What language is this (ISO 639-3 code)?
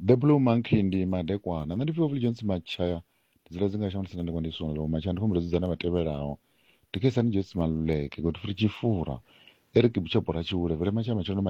ven